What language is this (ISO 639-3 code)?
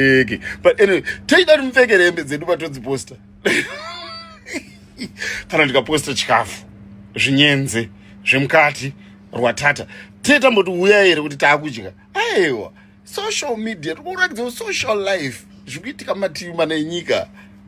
sna